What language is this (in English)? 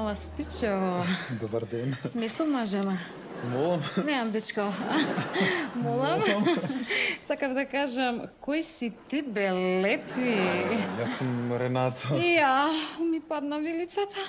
Macedonian